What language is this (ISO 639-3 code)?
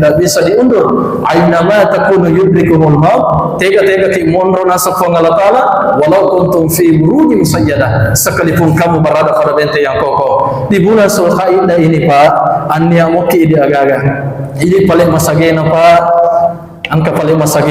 bug